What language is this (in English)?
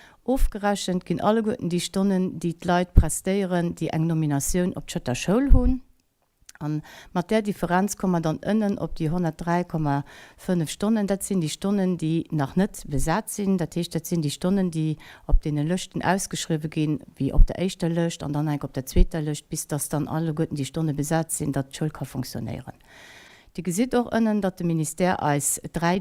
Luxembourgish